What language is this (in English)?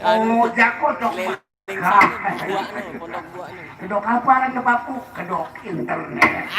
Sasak